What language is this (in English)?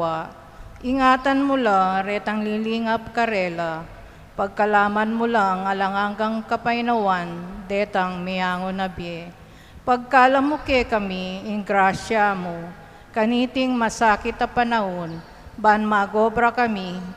Pampanga